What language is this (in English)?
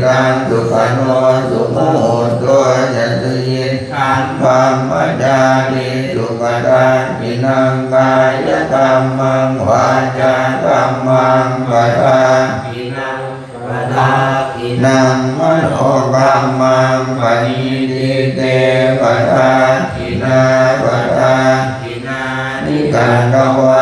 Pali